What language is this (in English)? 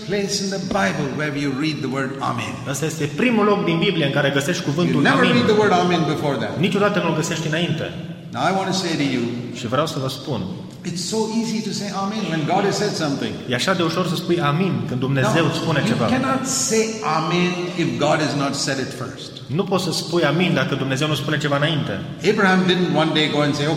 Romanian